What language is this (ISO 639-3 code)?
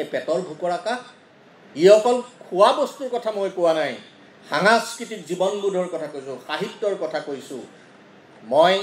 asm